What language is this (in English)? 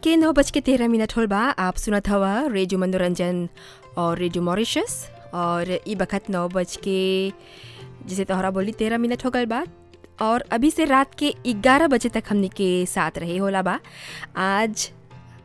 Bhojpuri